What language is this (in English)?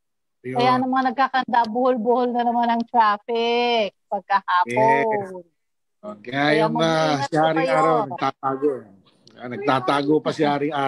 Filipino